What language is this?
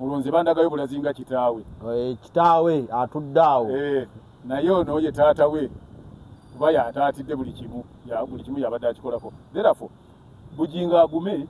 Ganda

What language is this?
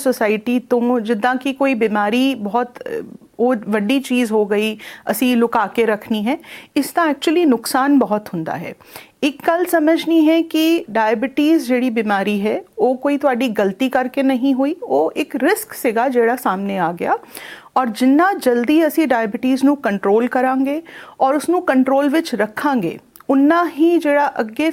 Punjabi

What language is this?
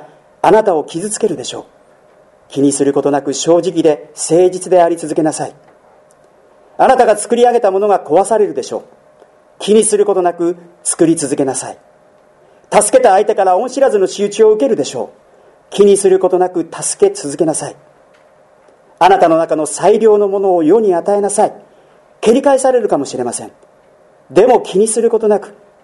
Japanese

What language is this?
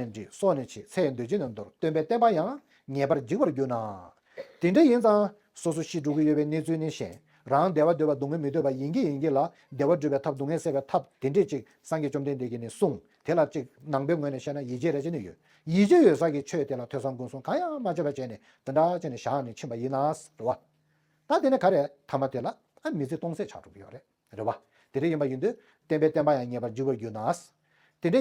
Tibetan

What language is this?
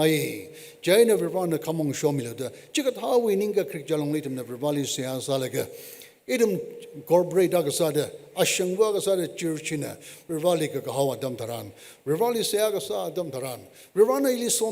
Tangkhul Naga (India)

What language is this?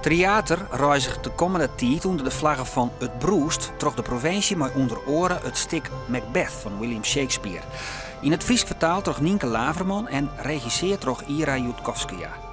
Western Frisian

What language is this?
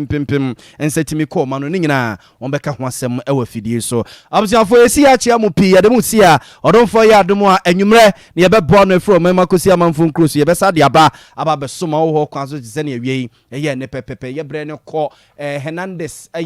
Akan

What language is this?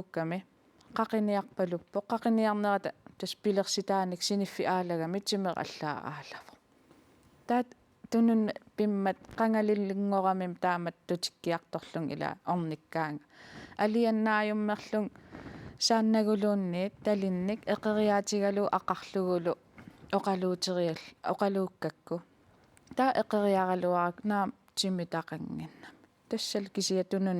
Kalaallisut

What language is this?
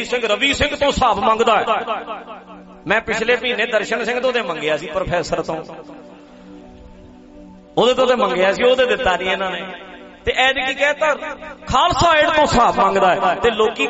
Punjabi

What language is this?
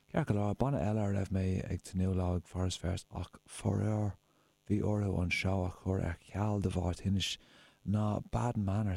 Irish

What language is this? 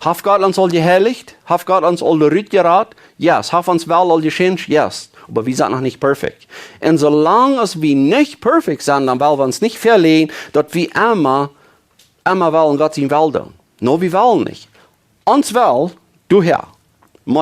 Plautdietsch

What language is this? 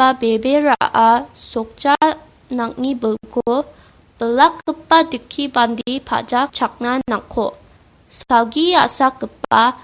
Garo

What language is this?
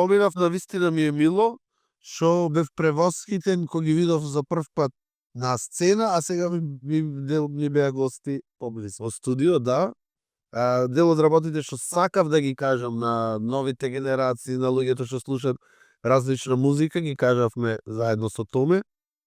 Macedonian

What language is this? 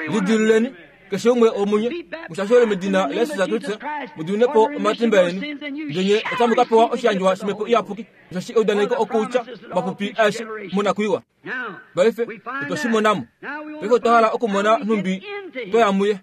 Kuanyama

